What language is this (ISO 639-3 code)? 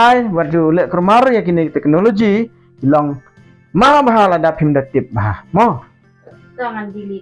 kha